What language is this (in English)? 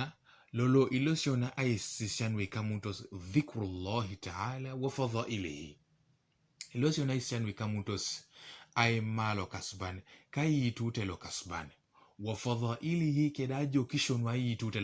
Teso